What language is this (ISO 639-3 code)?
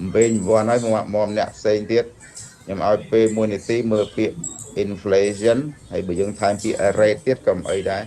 khm